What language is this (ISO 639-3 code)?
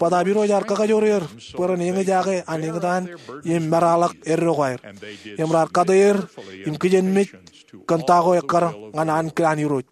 mah